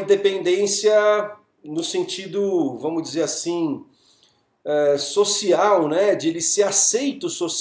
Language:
Portuguese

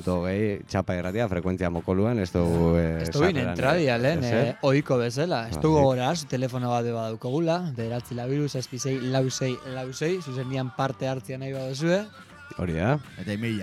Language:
Basque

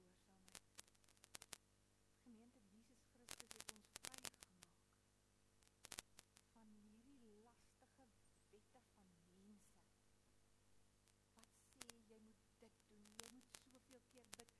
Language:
Afrikaans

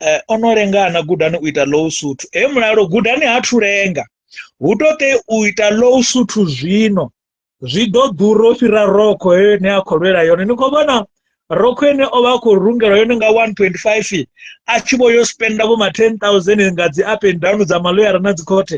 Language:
Venda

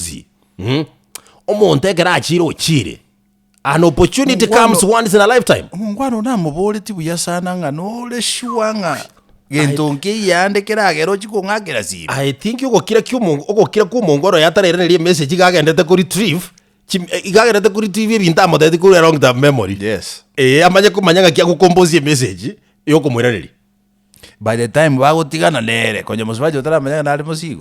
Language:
Gusii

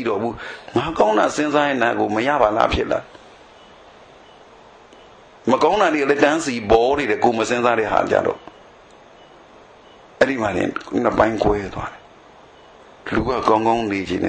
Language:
Burmese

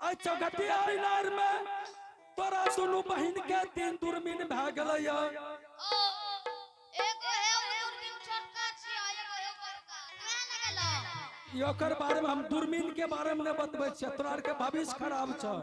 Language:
Angika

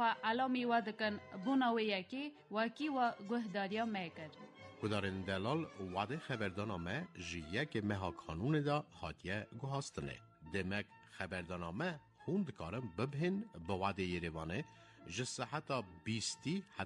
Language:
Kurdish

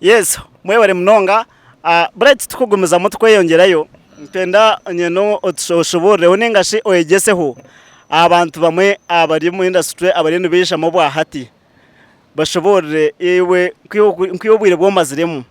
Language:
Nyankole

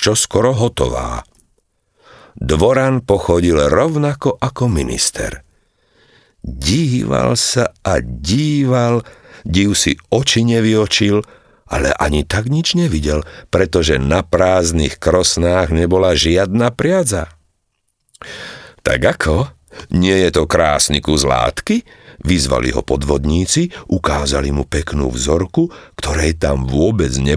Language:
Slovak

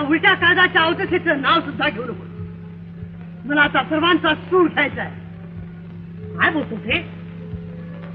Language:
Marathi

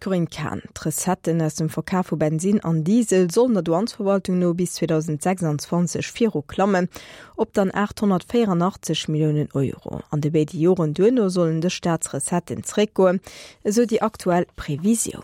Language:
Luxembourgish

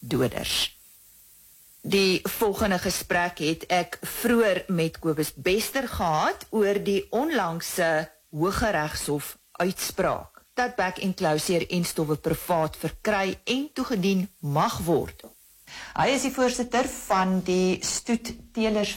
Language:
Afrikaans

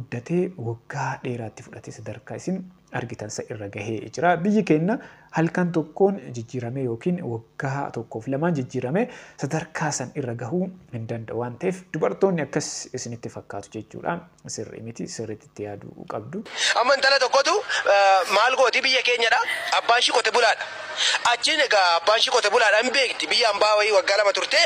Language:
Oromo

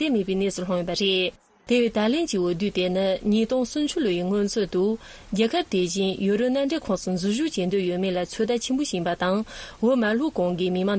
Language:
Tibetan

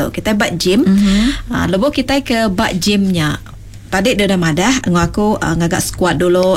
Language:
Iban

